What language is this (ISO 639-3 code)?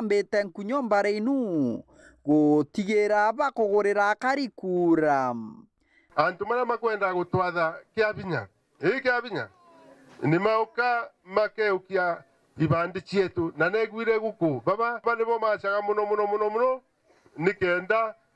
mer